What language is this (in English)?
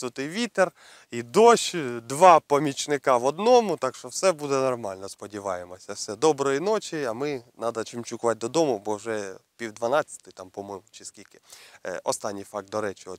Ukrainian